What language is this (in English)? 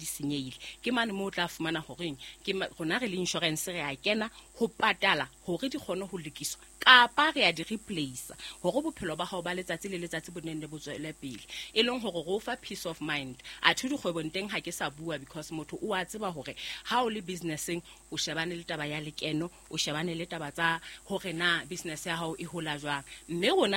Southern Sotho